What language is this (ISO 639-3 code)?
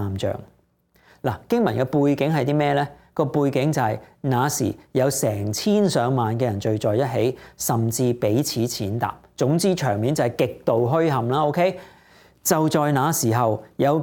yue